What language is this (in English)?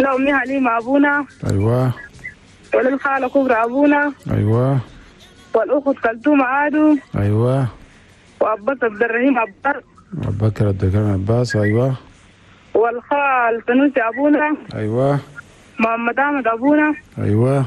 Chadian Arabic